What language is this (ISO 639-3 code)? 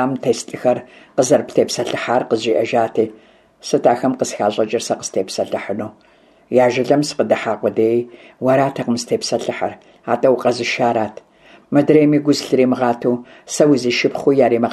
kbd